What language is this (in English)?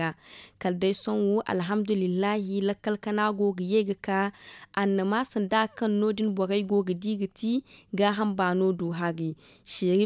Zarma